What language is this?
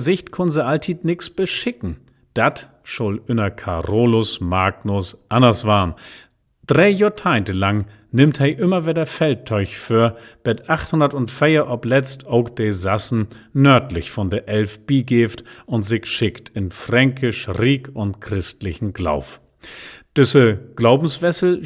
Low German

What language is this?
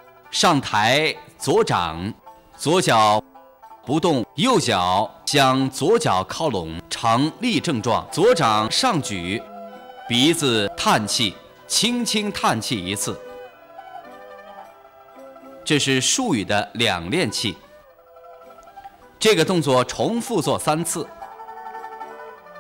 Chinese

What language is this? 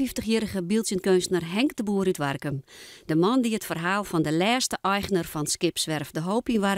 Western Frisian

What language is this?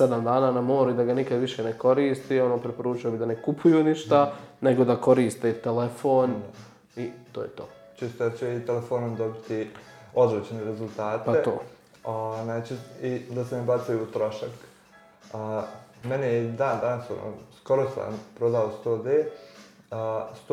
Serbian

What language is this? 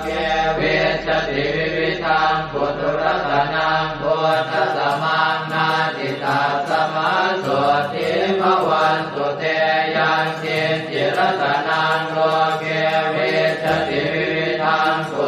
Pali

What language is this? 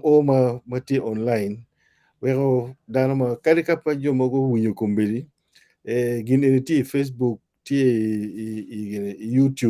Acoli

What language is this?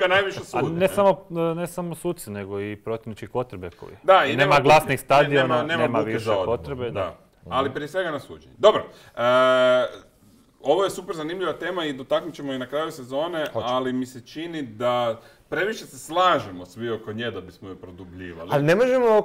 Croatian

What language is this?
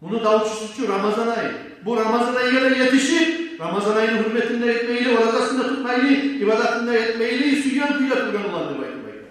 Kumyk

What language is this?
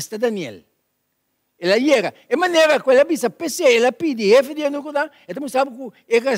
Papiamento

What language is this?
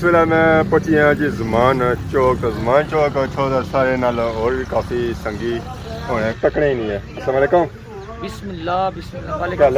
Pahari-Potwari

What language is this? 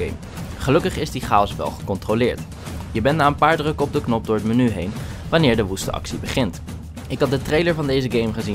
Dutch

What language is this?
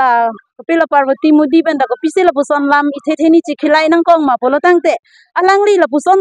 Karbi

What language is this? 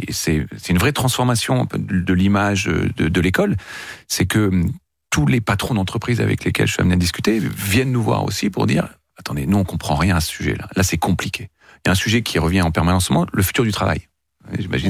French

